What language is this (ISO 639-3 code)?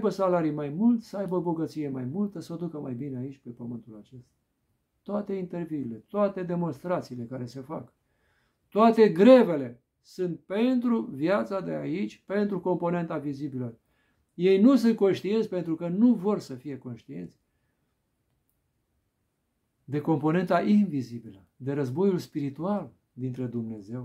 ron